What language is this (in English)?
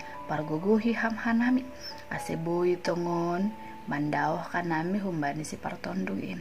Batak Simalungun